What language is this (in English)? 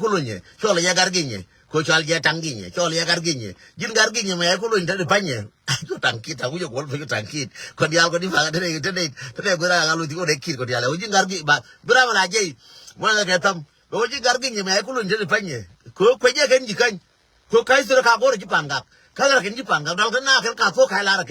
Nuer